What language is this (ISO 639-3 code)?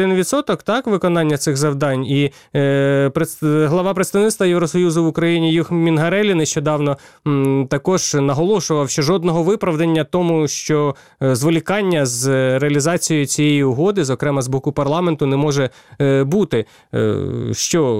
ukr